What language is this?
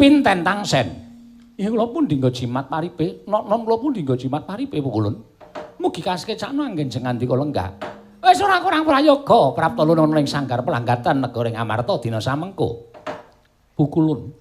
Javanese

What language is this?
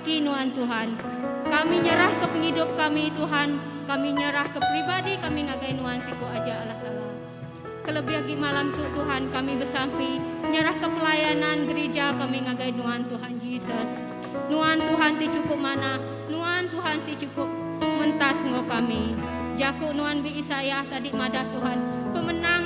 Iban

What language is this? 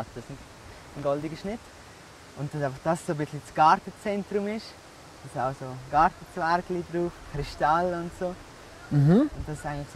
Swiss German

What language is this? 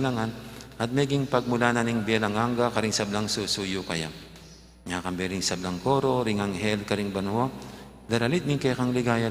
Pampanga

